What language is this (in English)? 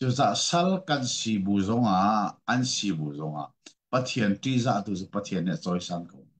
Hakha Chin